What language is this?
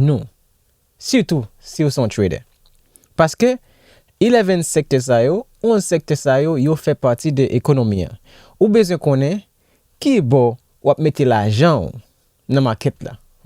Haitian Creole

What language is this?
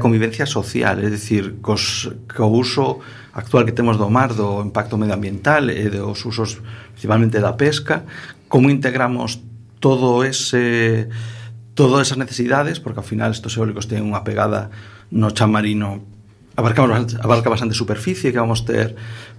Galician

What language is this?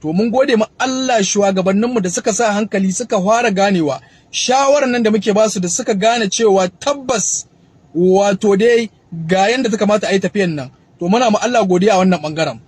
Hausa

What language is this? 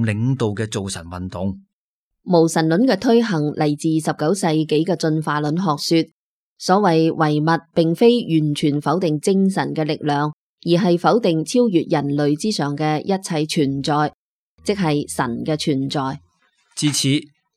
Cantonese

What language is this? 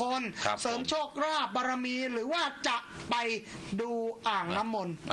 Thai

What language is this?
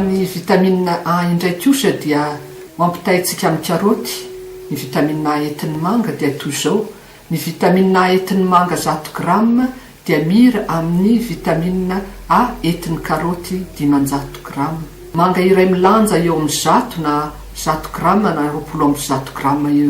Malagasy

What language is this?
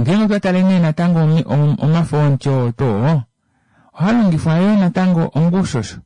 Kuanyama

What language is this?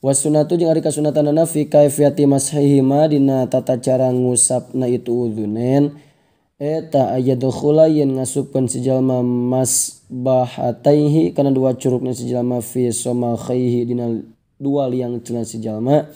Sundanese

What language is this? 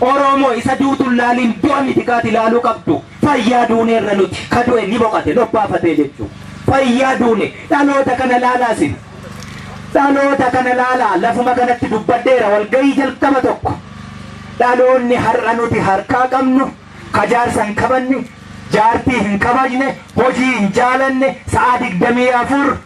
Oromo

